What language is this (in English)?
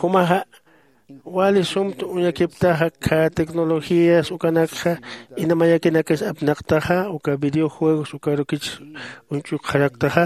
Aymara